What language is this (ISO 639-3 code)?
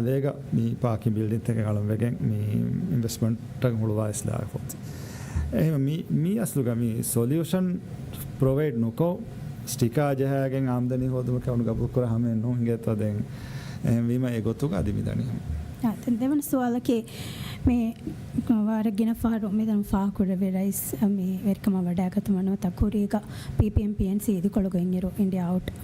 div